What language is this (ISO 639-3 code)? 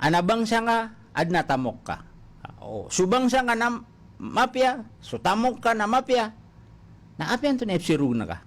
mrw